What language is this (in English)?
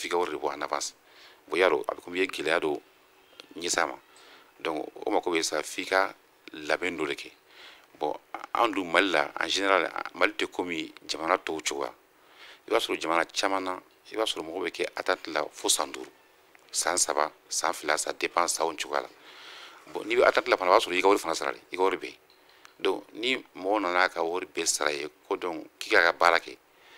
Bambara